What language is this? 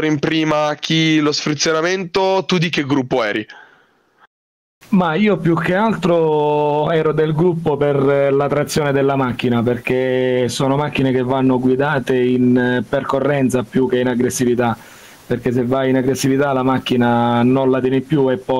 Italian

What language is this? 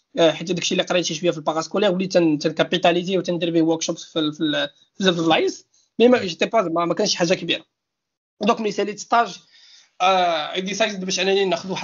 Moroccan Arabic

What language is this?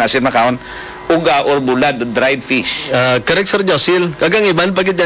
Hiligaynon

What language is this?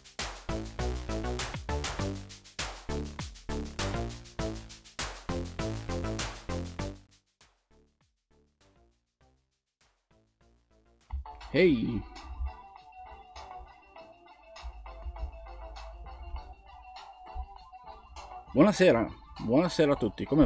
Italian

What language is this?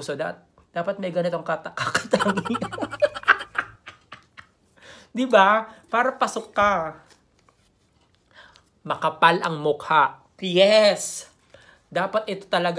Filipino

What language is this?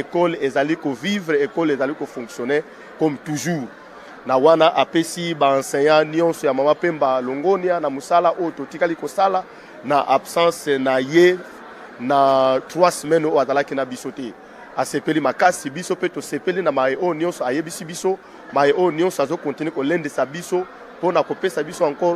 Lingala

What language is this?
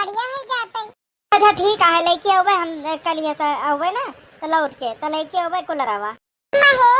Awadhi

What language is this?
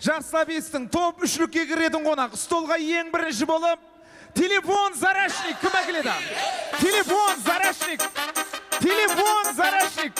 Kara-Kalpak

